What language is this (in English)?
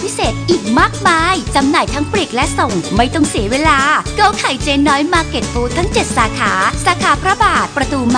Thai